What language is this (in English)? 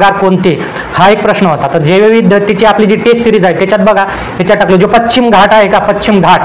Marathi